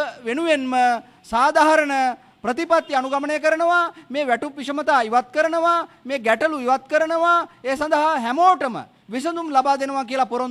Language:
Sinhala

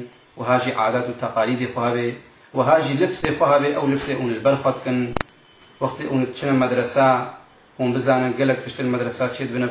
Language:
Kurdish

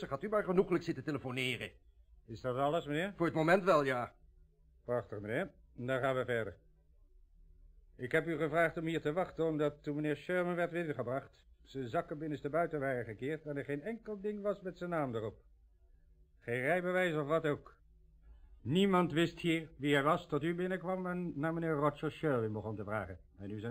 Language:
Dutch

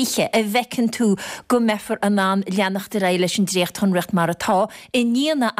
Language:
Irish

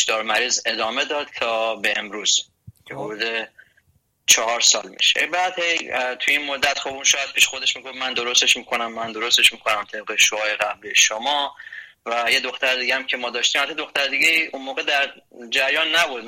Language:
Persian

